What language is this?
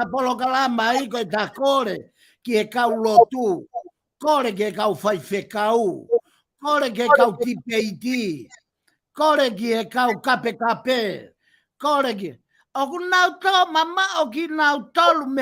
Tongan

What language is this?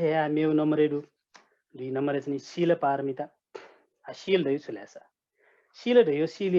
Newari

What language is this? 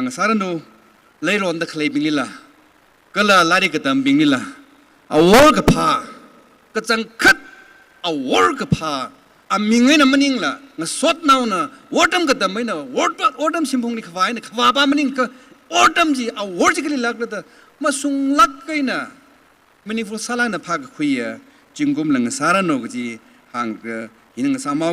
Tangkhul Naga (India)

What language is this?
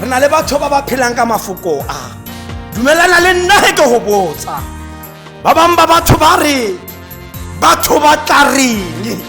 Tswana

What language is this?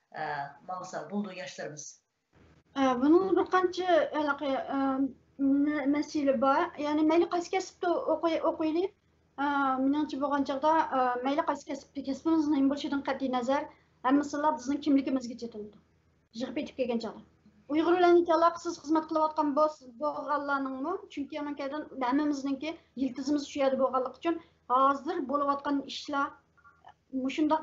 Uyghur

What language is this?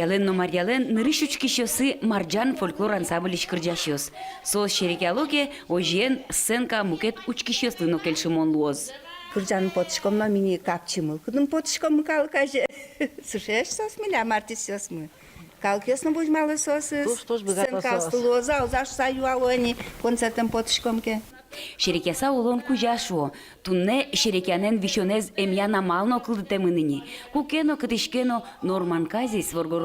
Udmurt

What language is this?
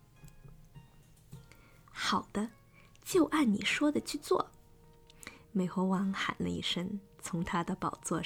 Chinese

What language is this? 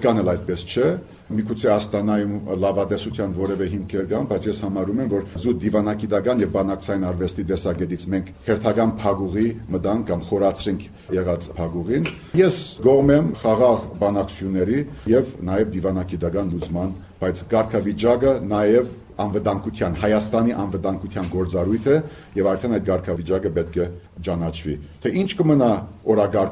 Armenian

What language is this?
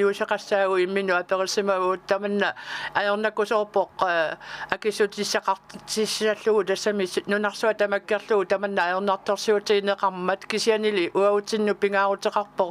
Kalaallisut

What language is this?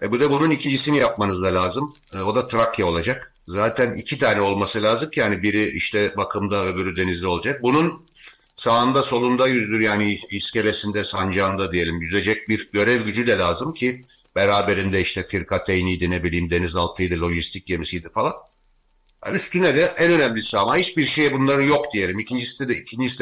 Turkish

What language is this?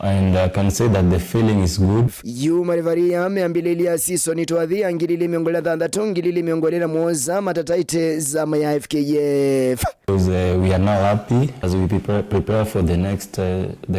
Kamba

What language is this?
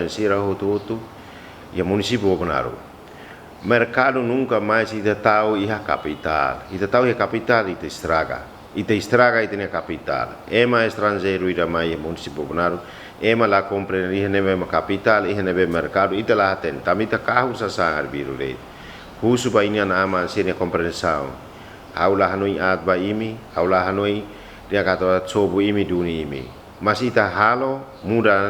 Tetum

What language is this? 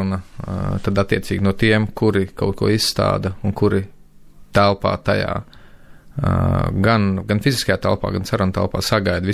Latvian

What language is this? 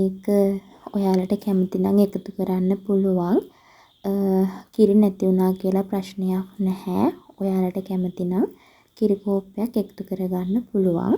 Sinhala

